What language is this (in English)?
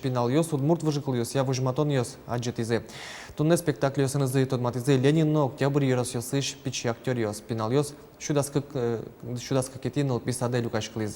Udmurt